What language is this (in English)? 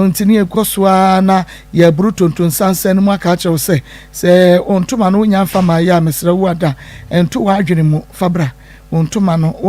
Akan